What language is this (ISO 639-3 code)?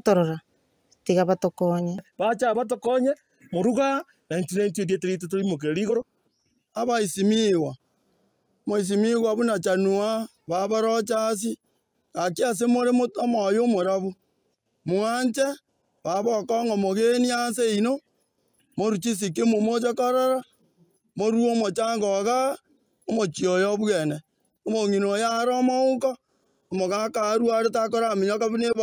guz